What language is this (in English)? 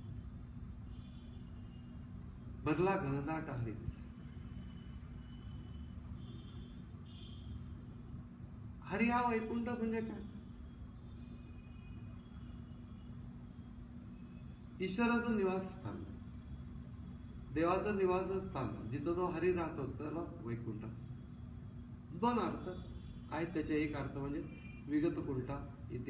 Marathi